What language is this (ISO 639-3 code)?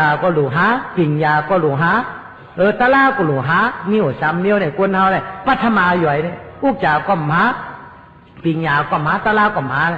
shn